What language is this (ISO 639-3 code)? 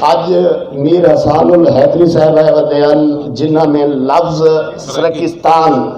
skr